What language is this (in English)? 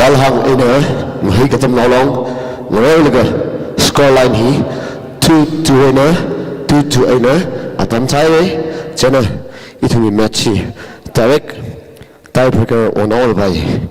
Tangkhul Naga (India)